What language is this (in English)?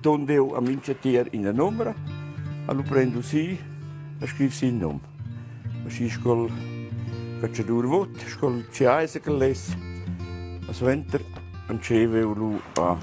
Romansh